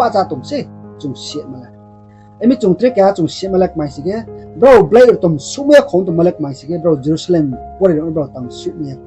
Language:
Riang (India)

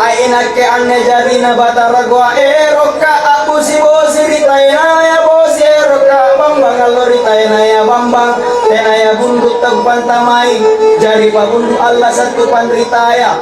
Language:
Makasar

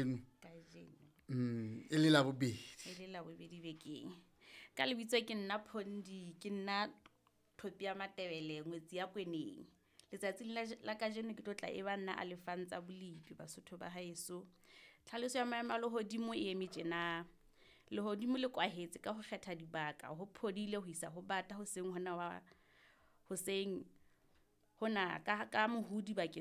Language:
Southern Sotho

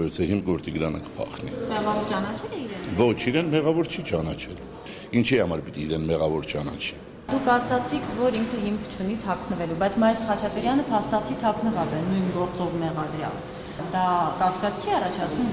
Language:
Armenian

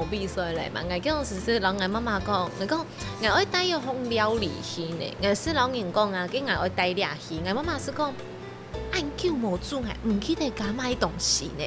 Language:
Hakka Chinese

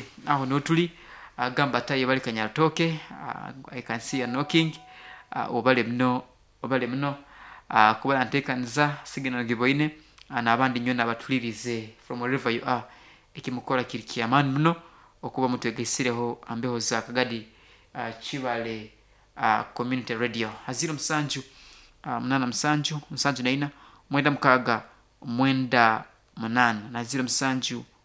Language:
Nyankole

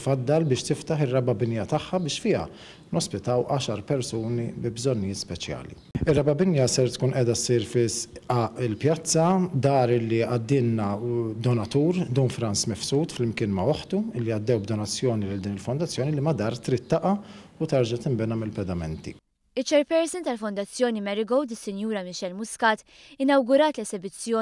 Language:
Maltese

